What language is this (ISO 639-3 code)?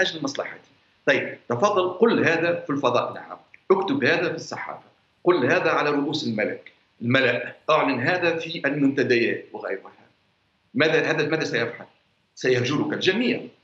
ara